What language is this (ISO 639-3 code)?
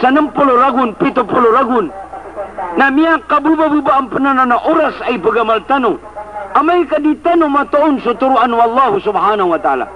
mrw